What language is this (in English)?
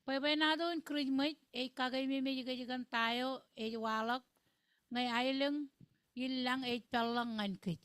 Marshallese